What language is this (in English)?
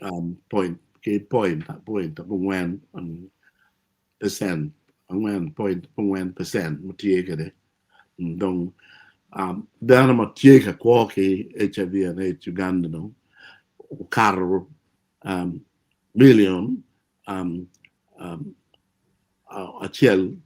Acoli